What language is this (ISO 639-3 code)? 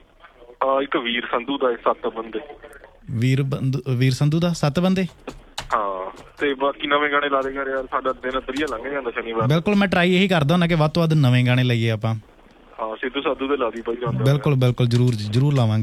pan